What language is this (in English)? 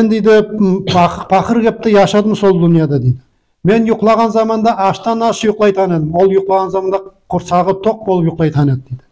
Nogai